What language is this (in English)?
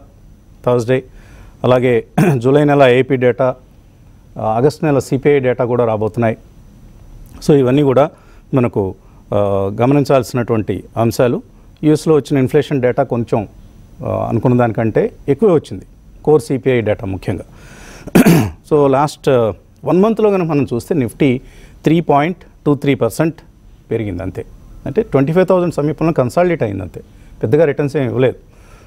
Telugu